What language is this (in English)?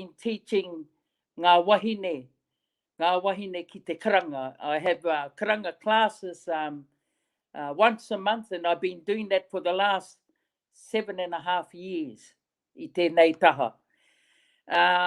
Māori